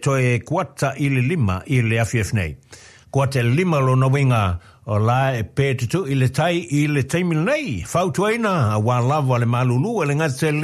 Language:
Samoan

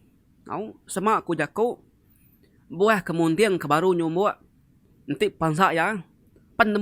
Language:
Iban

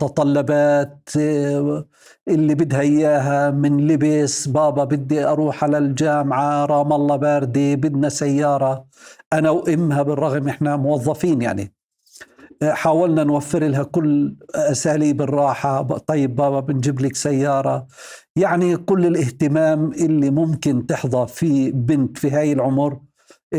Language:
North Levantine Arabic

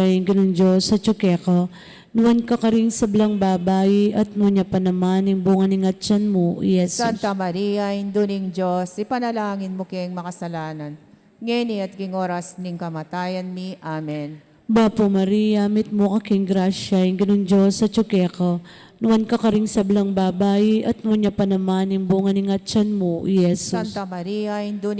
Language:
Pampanga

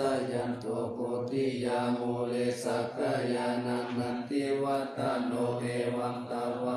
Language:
Pali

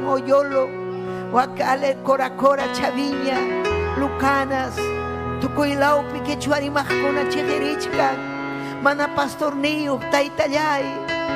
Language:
Ayacucho Quechua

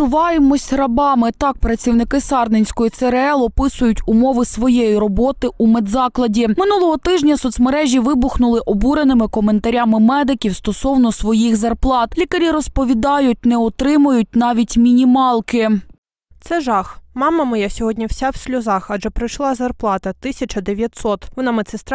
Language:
Ukrainian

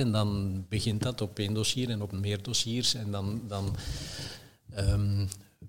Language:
Dutch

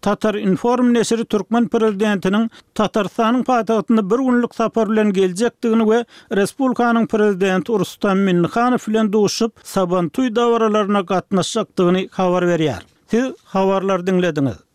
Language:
Turkmen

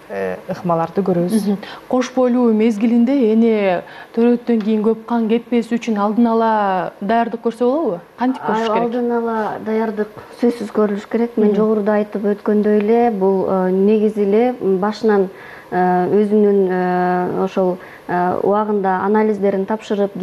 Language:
Kyrgyz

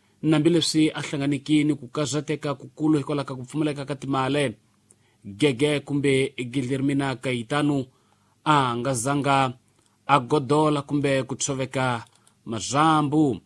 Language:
Tsonga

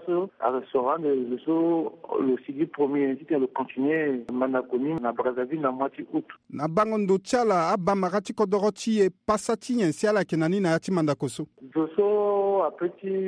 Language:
Sango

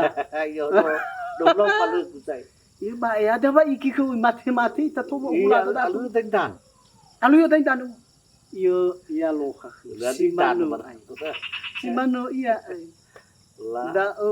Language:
Nias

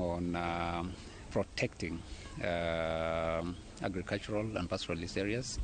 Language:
Kikuyu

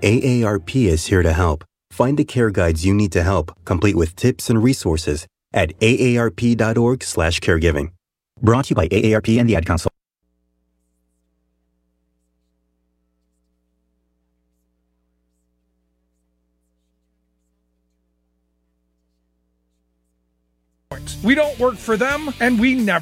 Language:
English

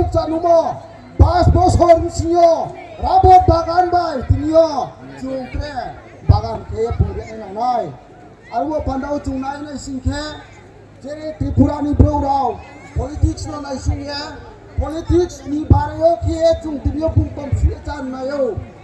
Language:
Riang (India)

